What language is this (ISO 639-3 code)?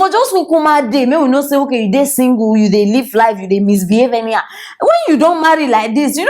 pcm